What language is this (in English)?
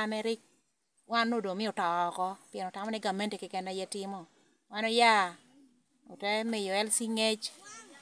Lango (Uganda)